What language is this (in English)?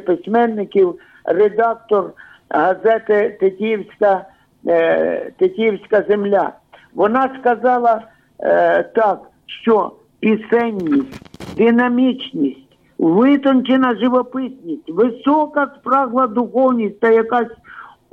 Ukrainian